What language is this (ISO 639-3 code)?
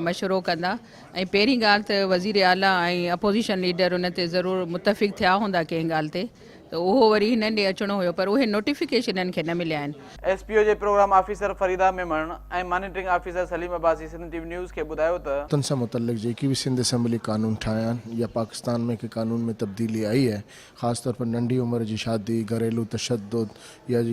snd